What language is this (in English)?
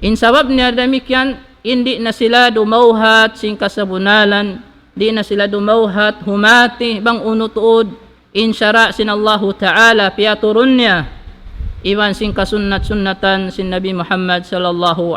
Tausug